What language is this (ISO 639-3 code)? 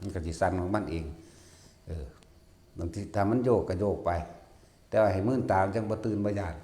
tts